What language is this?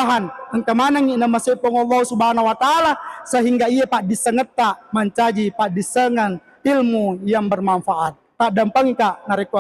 Buginese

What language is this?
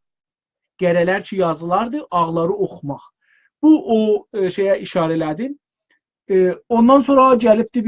South Azerbaijani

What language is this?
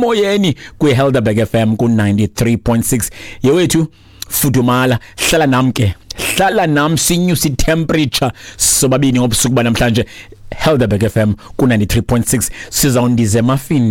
Xhosa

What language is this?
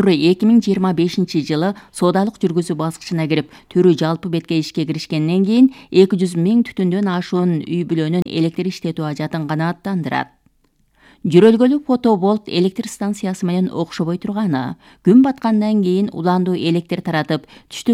Kyrgyz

